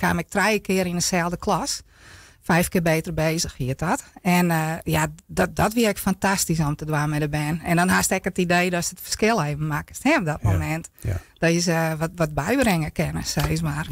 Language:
Western Frisian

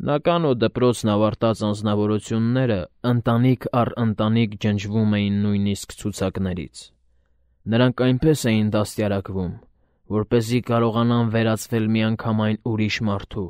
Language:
Armenian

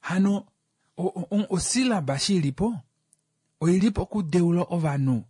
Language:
Kuanyama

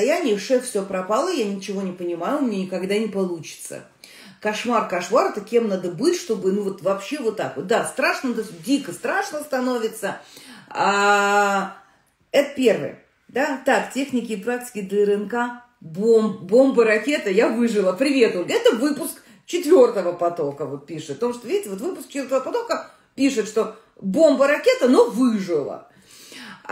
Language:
Russian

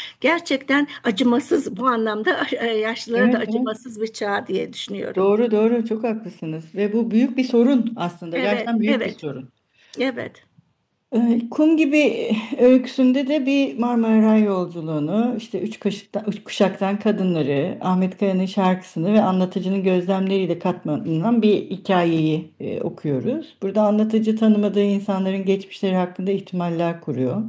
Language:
Turkish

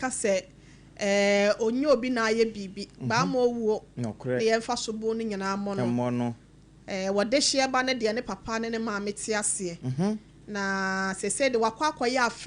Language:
Akan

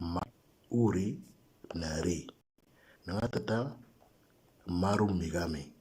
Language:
Moro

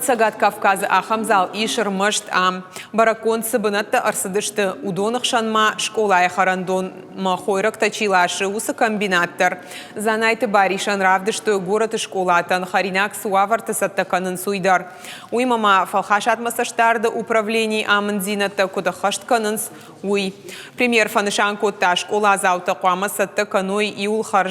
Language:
Ossetic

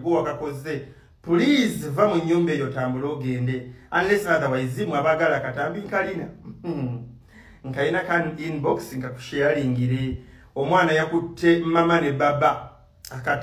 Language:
Ganda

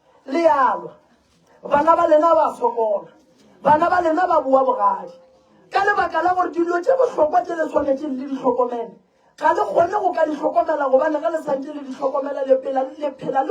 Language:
Northern Sotho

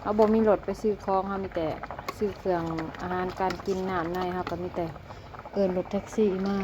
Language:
Lao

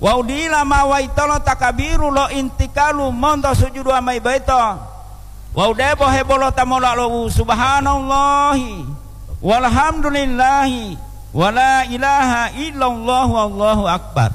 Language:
Gorontalo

